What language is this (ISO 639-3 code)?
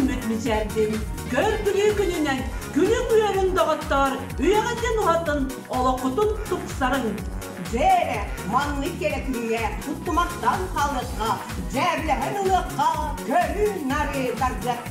sah